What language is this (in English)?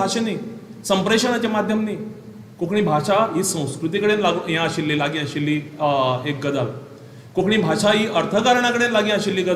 Konkani